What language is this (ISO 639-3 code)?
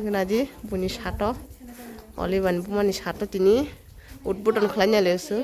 trp